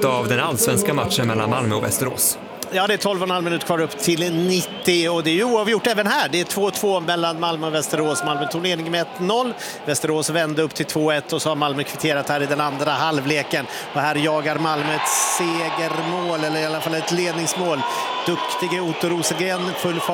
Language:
Swedish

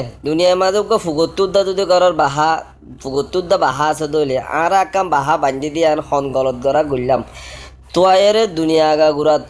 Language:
Rohingya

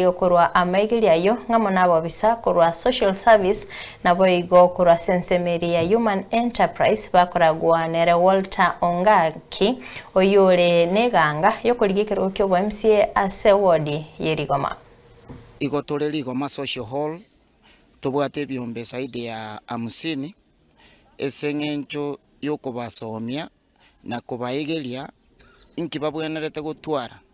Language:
Gusii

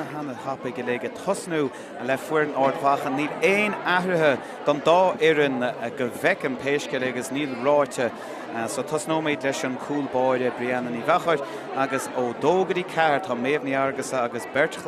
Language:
Irish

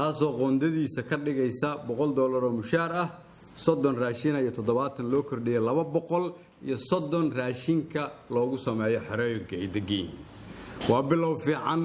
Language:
Somali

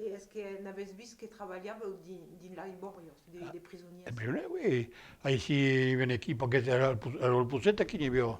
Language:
Occitan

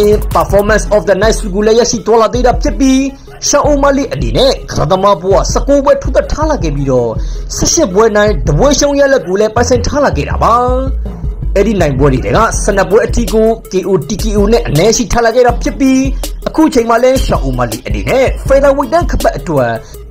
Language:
Burmese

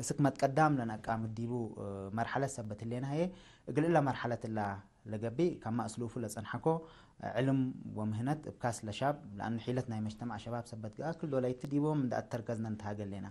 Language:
Tigre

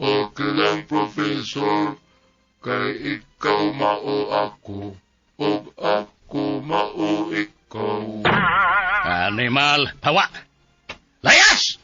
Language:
Cebuano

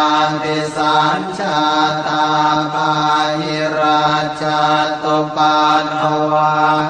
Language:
Pali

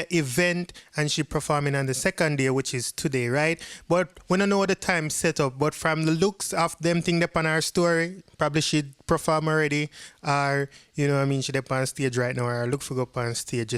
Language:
Jamaican Creole English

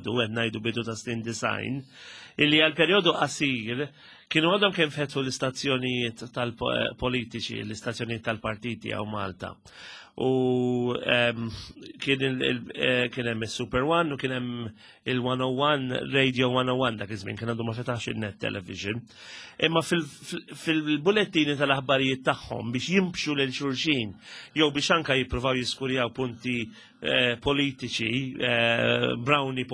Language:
Maltese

